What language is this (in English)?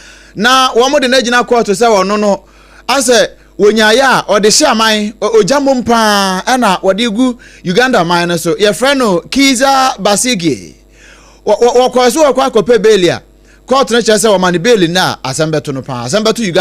Akan